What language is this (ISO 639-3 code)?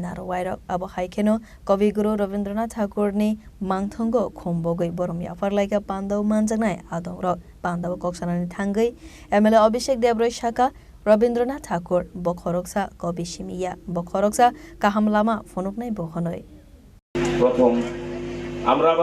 trp